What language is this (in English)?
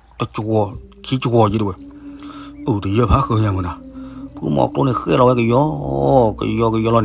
S'gaw Karen